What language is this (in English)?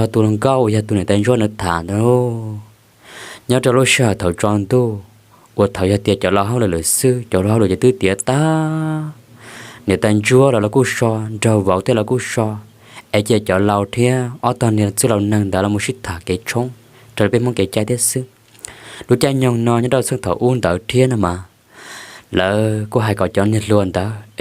Hmong